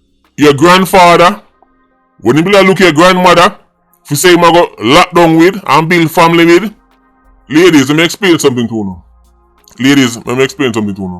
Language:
Jamaican Creole English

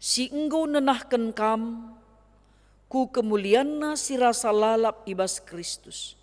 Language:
Batak Karo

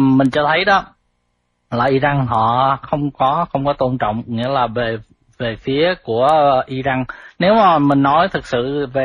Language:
Vietnamese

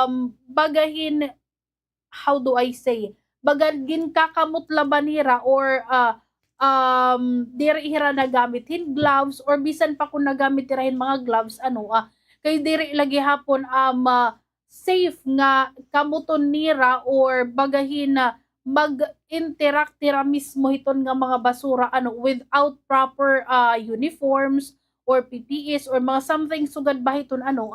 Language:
Waray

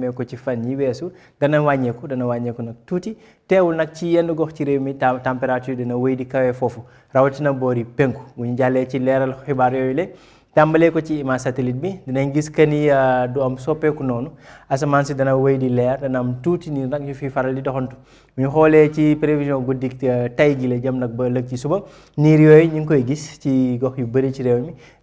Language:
Wolof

